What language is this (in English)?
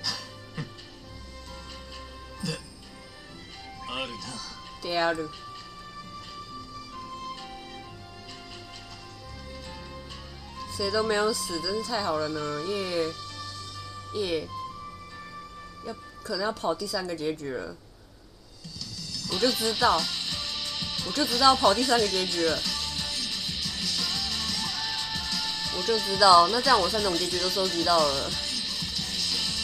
Japanese